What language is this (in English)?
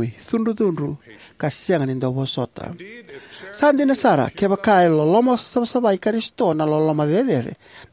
Fijian